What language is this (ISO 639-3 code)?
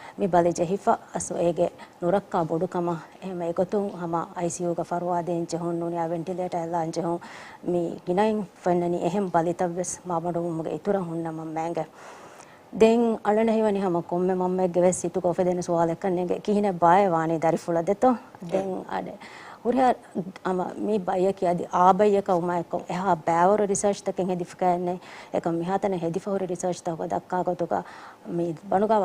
div